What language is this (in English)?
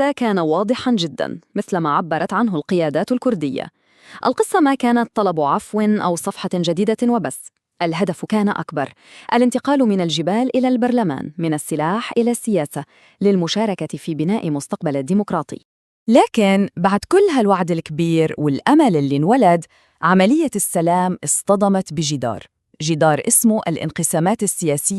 North Levantine Arabic